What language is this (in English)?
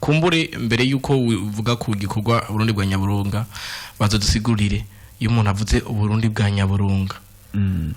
Rundi